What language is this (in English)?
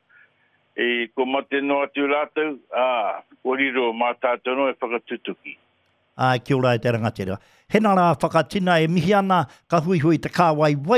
Māori